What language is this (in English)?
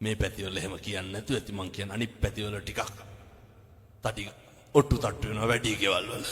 Sinhala